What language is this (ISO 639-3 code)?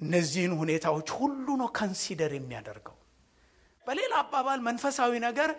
amh